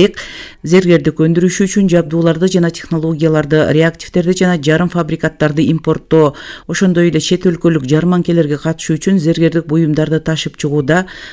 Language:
Kyrgyz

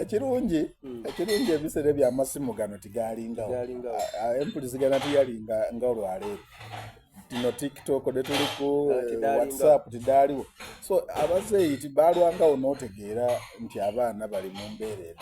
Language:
Soga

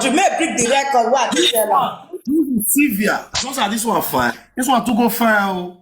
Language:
Nigerian Pidgin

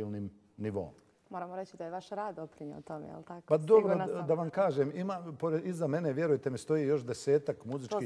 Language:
Bosnian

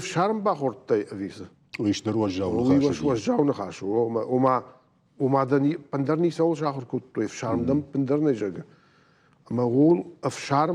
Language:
Ossetic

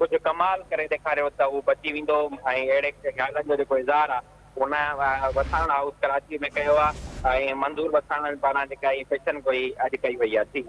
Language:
Sindhi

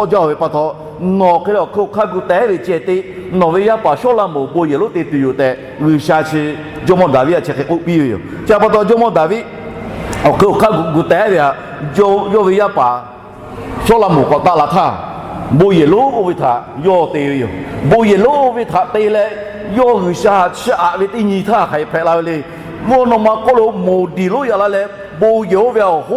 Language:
Lahu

